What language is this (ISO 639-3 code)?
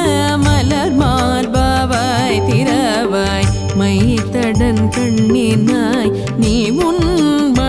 tam